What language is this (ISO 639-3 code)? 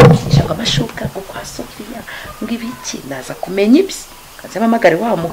kin